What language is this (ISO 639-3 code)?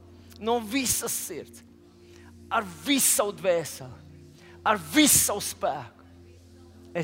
lav